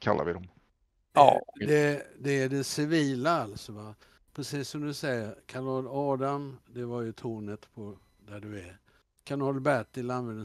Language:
Swedish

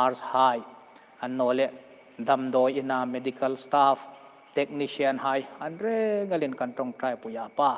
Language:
Hmar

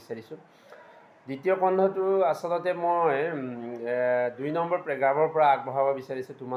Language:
Assamese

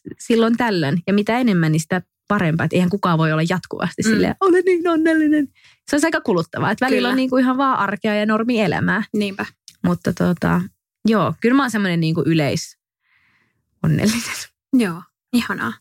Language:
Finnish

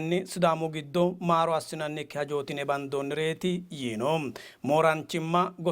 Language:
Sidamo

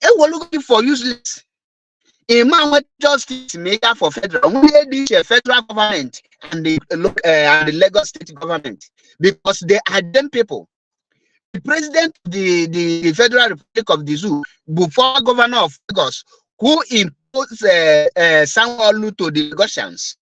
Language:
Igbo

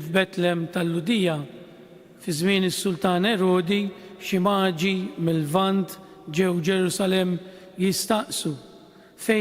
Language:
Maltese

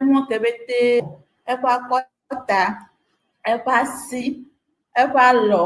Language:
Ewe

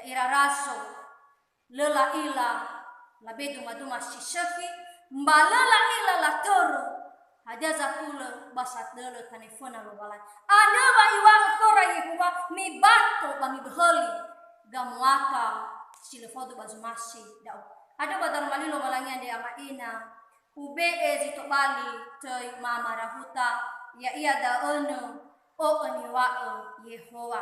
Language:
Nias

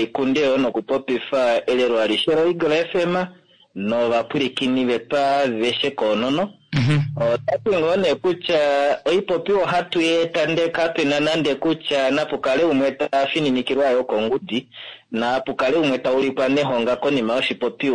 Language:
Kuanyama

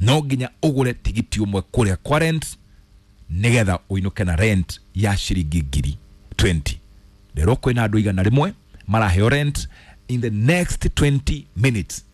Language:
Kikuyu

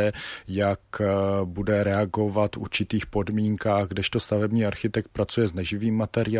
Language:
Czech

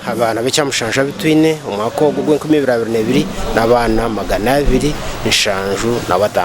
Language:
Nyankole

